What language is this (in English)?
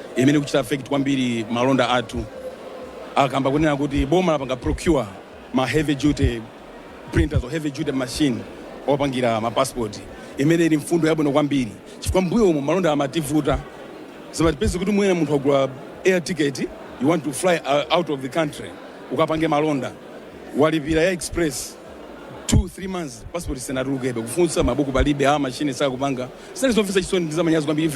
Nyanja